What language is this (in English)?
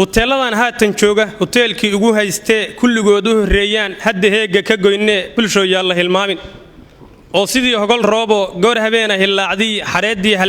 Somali